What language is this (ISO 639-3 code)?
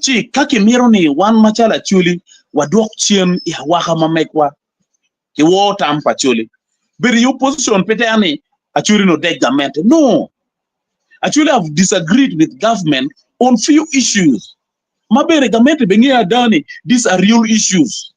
ach